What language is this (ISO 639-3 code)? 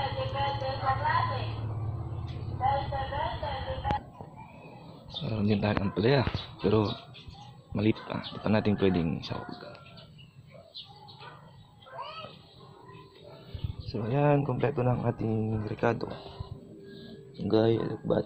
fil